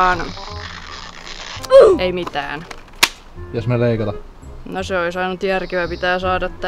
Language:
Finnish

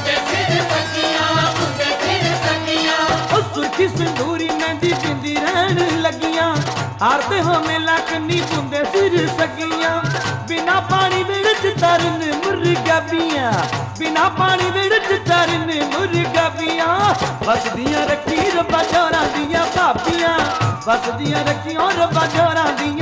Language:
Punjabi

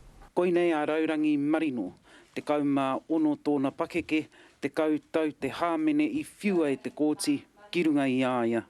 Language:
Māori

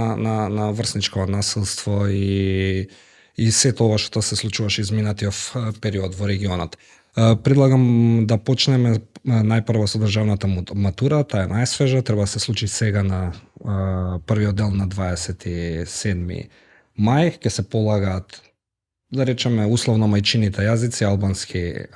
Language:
Macedonian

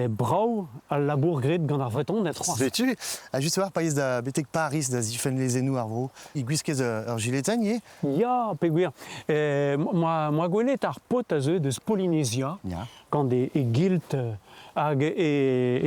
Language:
Breton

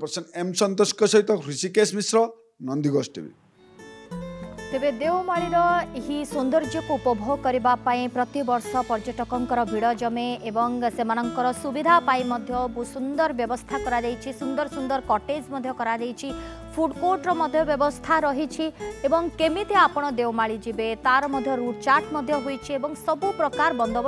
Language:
Odia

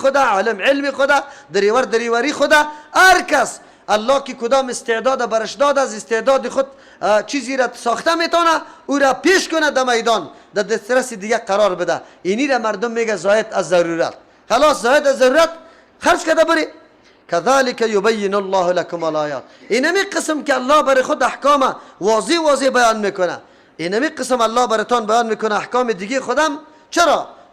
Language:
Persian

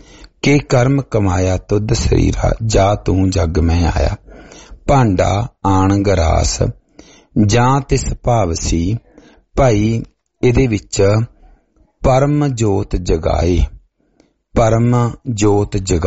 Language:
Punjabi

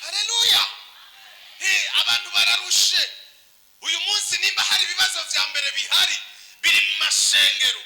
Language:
Rundi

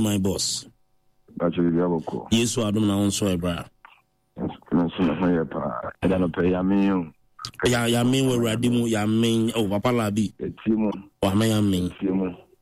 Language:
Akan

